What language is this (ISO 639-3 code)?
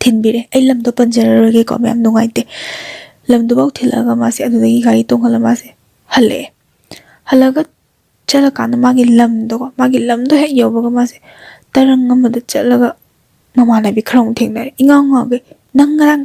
mni